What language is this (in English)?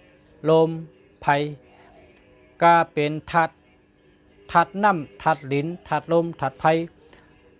Shan